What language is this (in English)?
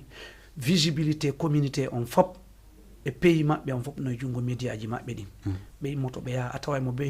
Fula